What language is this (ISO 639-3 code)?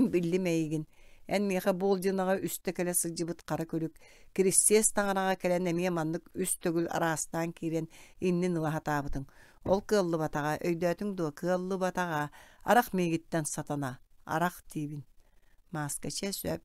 sah